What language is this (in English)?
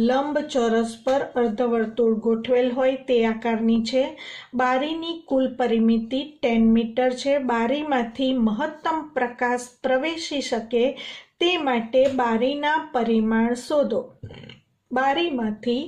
Gujarati